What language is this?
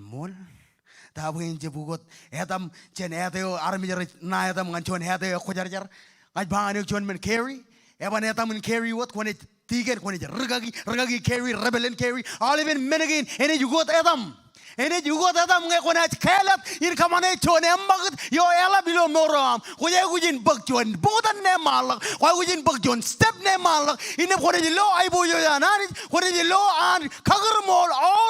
Marshallese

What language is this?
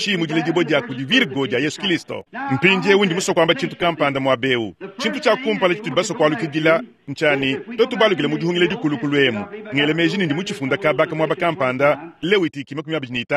Luba-Lulua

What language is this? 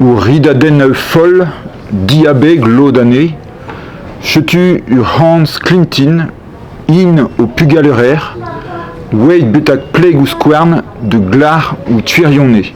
Breton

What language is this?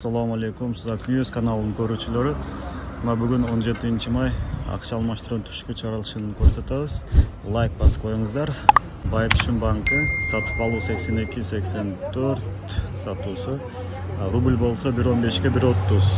Kyrgyz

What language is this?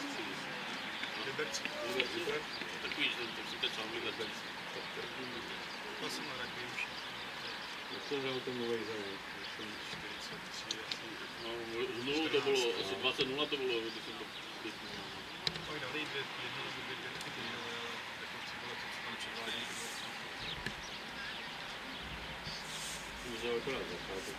Czech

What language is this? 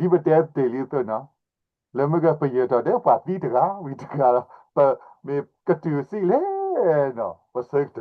S'gaw Karen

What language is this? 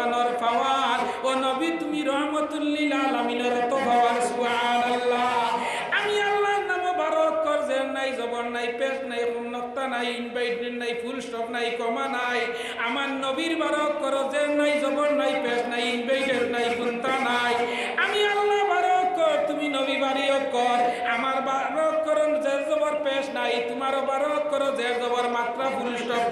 Sylheti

